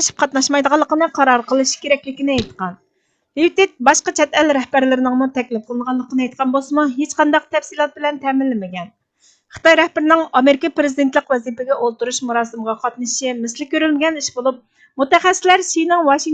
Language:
Uyghur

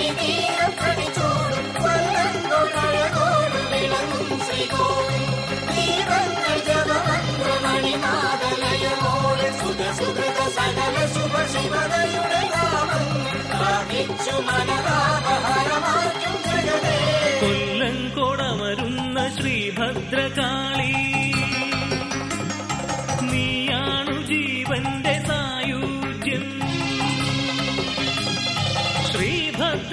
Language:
Malayalam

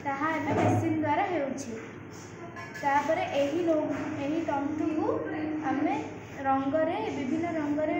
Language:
Odia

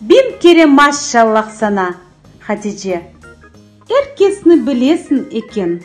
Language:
Crimean Tatar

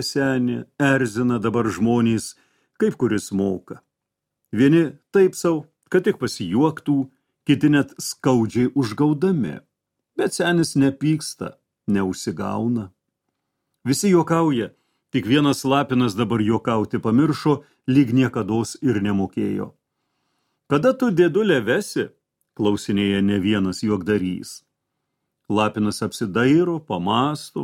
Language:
Lithuanian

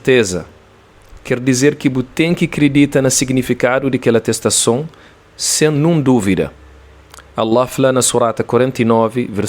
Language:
Kabuverdianu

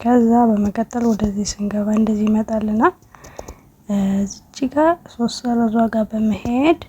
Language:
Amharic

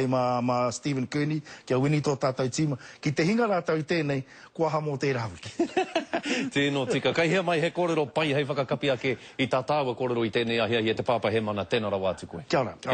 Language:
Māori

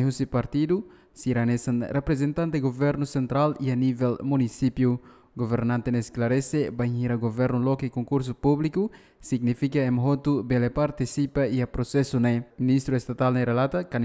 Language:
Tetum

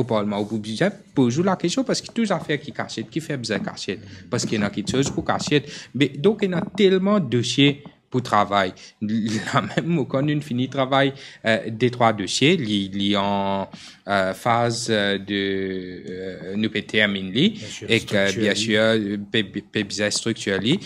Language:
Morisyen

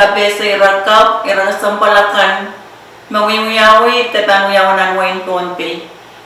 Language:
Pohnpeian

